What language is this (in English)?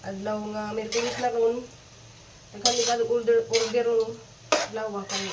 Cebuano